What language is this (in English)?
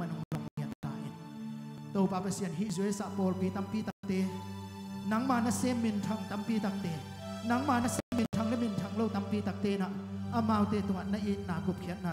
Tedim Chin